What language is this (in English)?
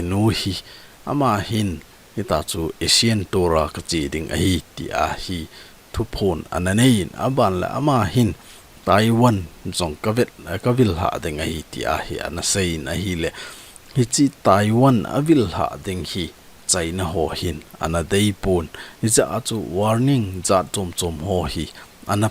Thado Chin